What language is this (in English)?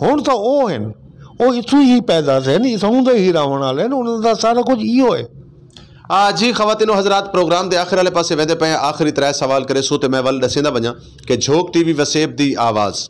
Saraiki